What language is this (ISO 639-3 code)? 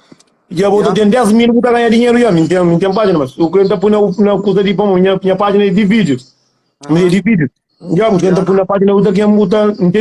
kea